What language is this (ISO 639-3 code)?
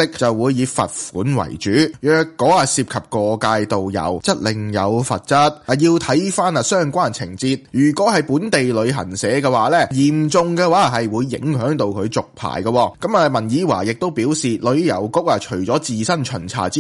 yue